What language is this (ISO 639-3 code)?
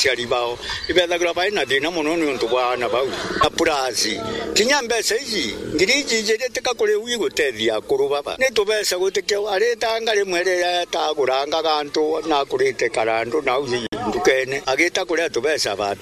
mer